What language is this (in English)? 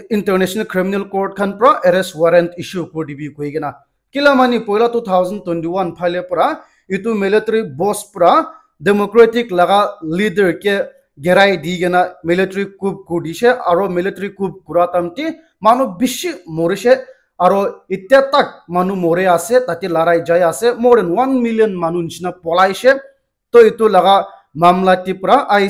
Naga Pidgin